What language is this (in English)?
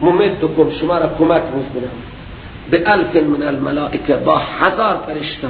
Persian